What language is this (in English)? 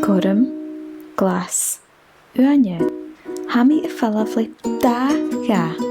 Scottish Gaelic